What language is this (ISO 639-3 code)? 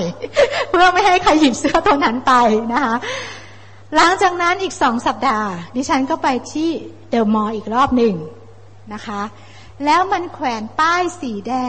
tha